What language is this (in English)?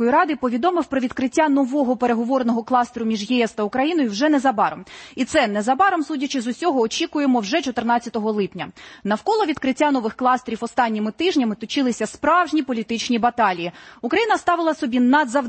Ukrainian